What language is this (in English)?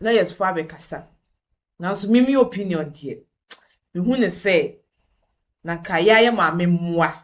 Akan